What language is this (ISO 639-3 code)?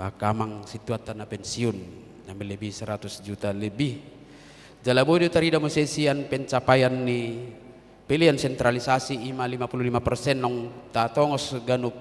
bbc